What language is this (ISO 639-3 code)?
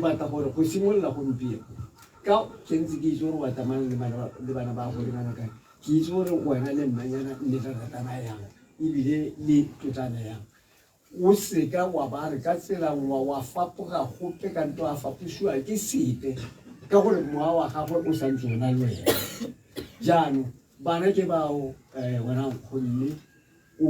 tsn